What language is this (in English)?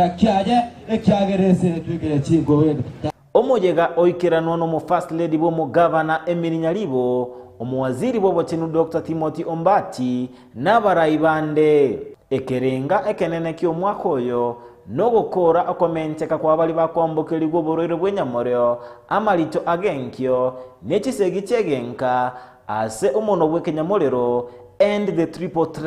Gusii